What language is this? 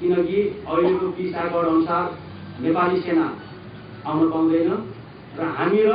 Nepali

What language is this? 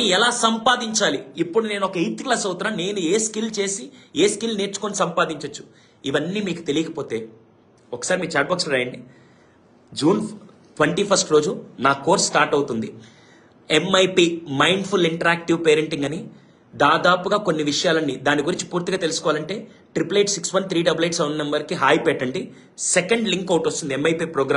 Telugu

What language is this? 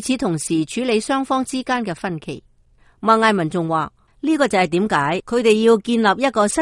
Cantonese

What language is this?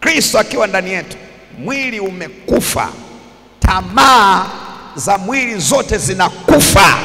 Swahili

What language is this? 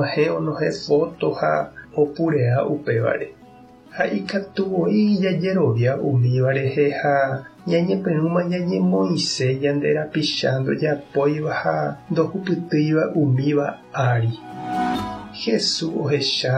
Guarani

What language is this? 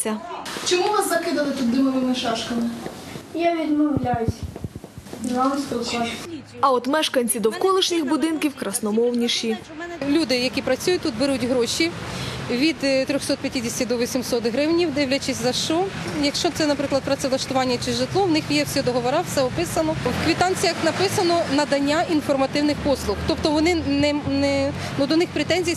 Ukrainian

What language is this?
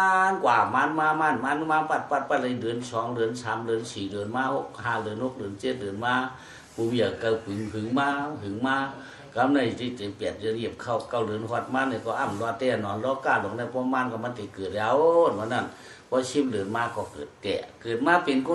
Shan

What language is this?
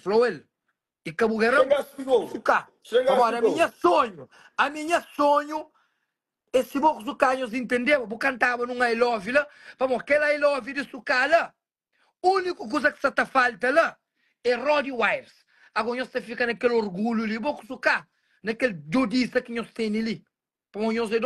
Kabuverdianu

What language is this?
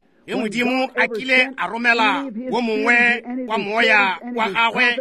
Northern Sotho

